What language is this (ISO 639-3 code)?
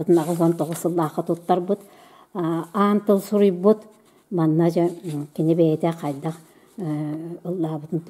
sah